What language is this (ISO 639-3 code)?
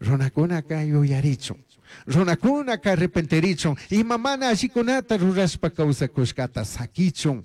qug